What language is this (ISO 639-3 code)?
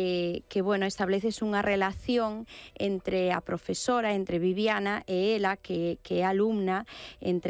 glg